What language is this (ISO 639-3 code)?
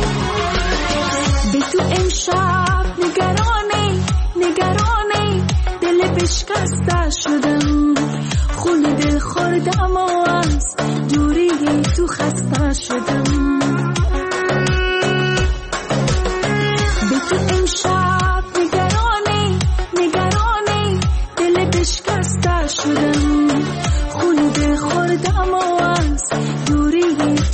fas